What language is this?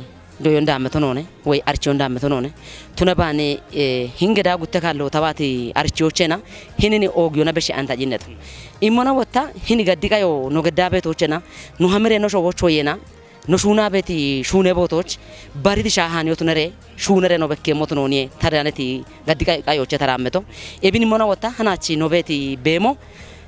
Kafa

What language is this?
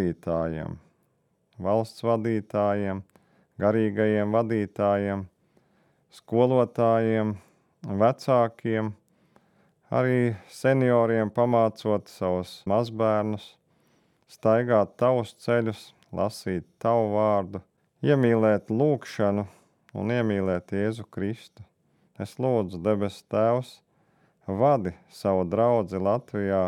Latvian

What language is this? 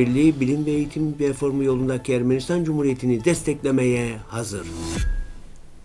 Turkish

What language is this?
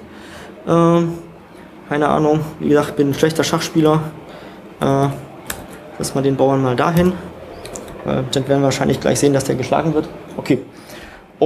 German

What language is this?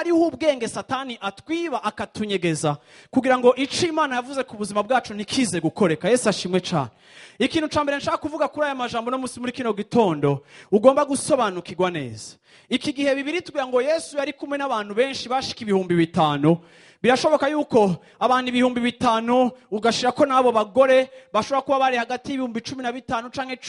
Rundi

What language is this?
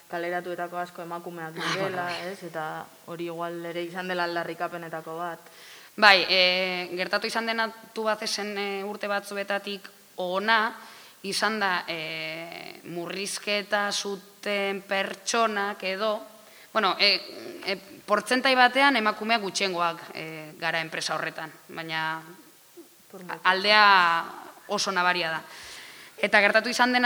Basque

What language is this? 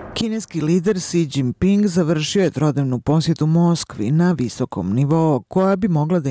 Bosnian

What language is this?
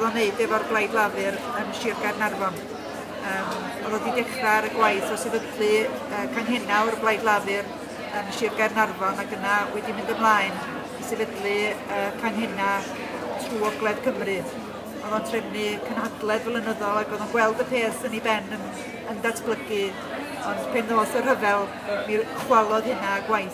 Welsh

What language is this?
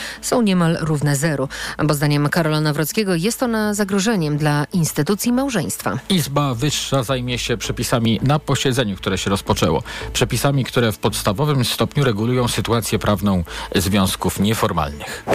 Polish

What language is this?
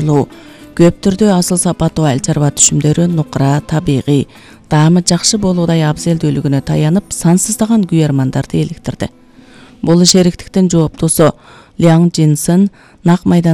Kyrgyz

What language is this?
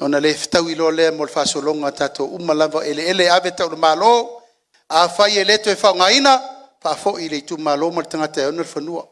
Samoan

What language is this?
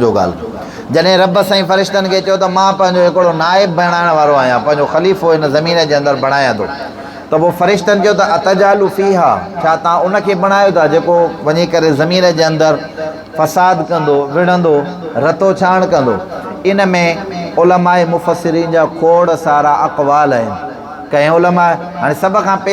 Sindhi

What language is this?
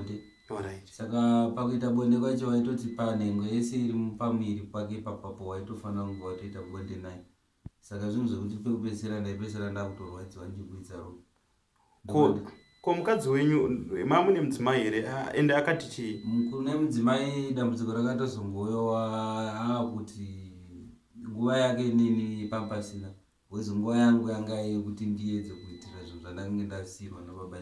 Shona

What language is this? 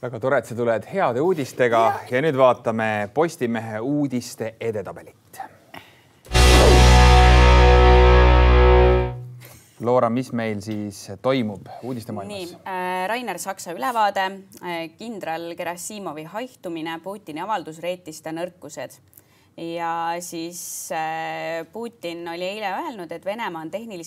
Estonian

